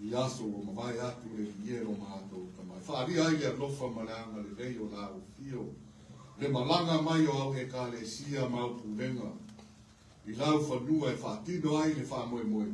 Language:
Samoan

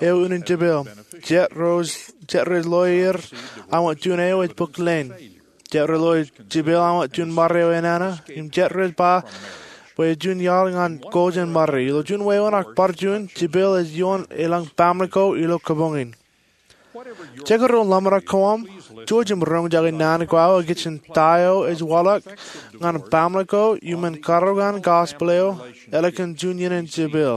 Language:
Marshallese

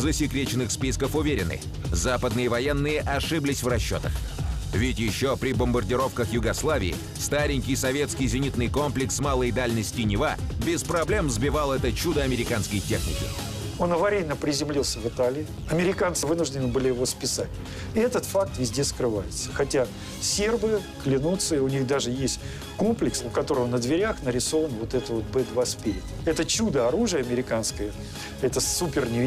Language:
Russian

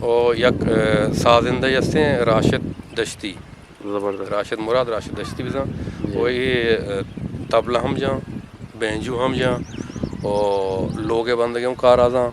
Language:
Eastern Balochi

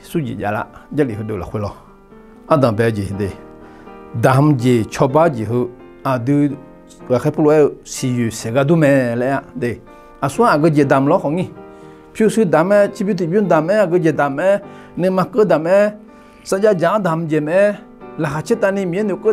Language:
Akha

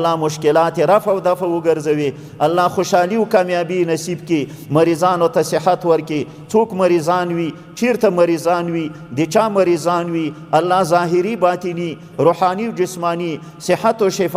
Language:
Pashto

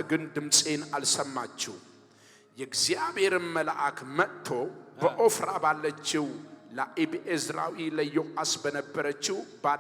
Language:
Amharic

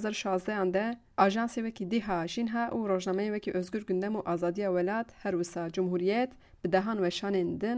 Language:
Kurdish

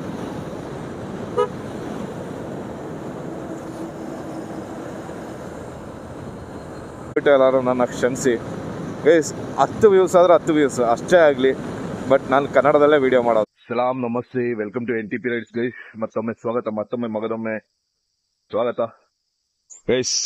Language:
Kannada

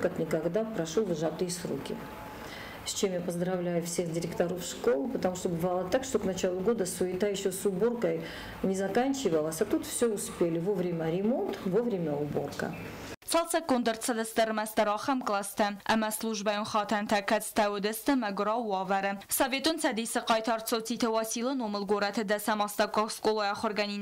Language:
Ossetic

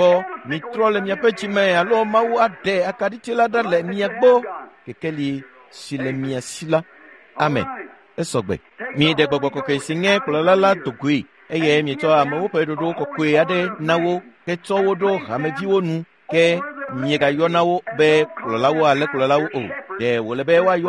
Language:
Ewe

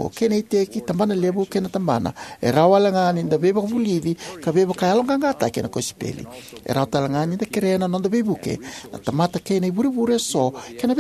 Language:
Fijian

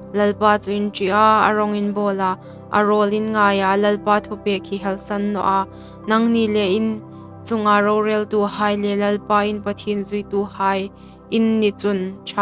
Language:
Hmar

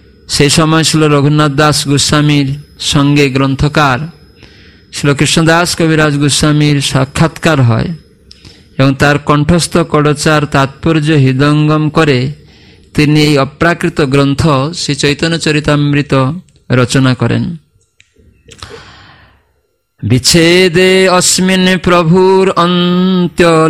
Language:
Bangla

